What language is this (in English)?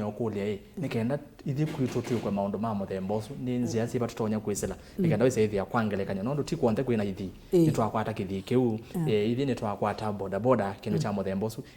Kamba